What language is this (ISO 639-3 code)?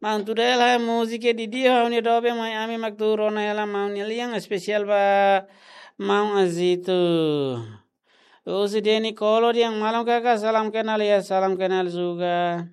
tet